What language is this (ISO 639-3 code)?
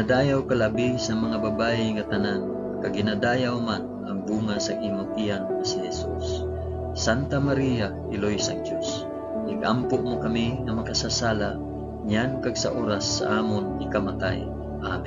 hil